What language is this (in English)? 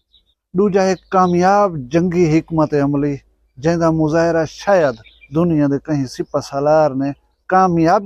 Saraiki